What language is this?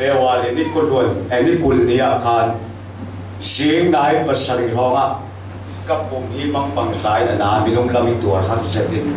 Falam Chin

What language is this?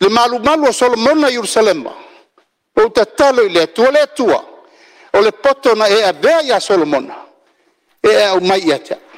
Samoan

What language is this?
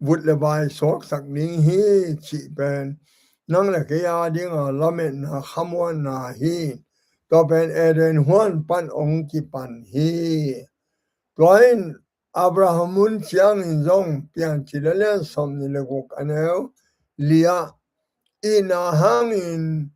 Tedim Chin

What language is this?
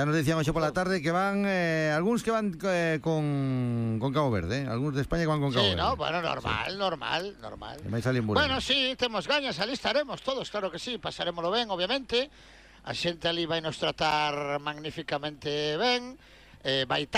Galician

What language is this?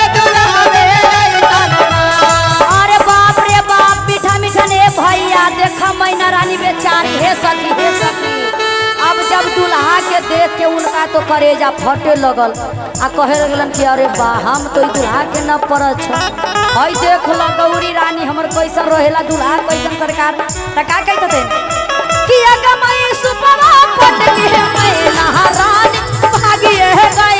Magahi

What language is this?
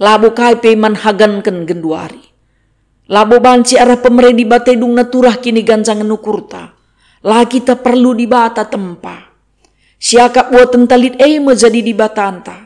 Batak Karo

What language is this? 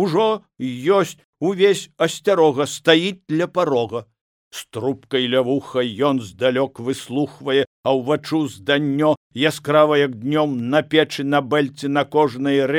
Belarusian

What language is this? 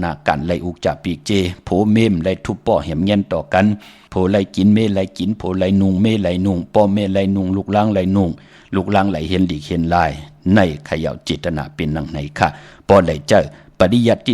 Shan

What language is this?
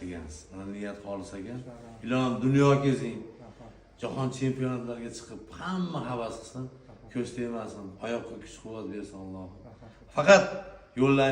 Uzbek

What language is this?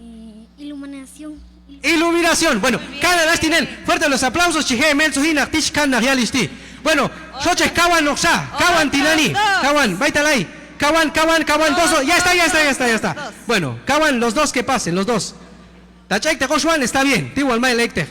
Q'anjob'al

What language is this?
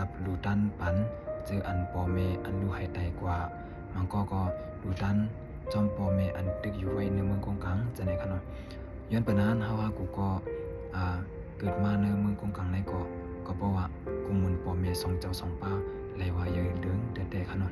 Shan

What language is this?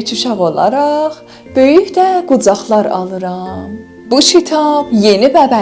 South Azerbaijani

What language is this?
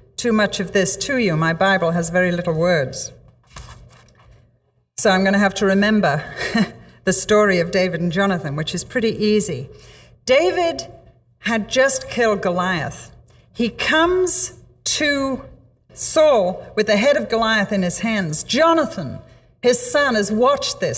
English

